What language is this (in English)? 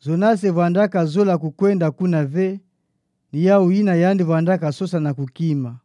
Kituba (Democratic Republic of Congo)